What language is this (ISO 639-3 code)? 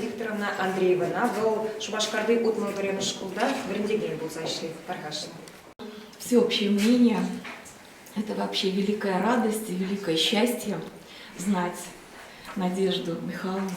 chv